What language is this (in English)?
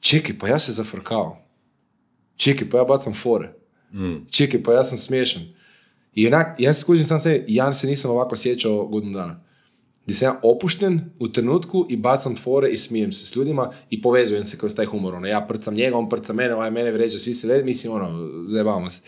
Croatian